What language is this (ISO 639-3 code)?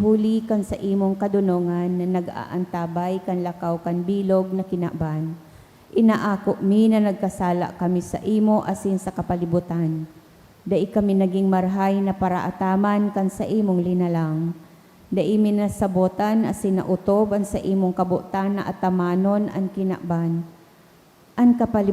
bik